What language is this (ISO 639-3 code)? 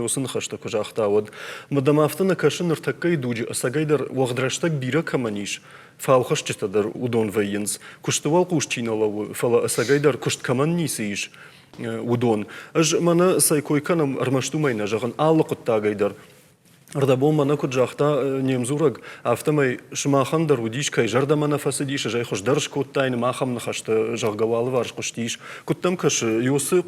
oss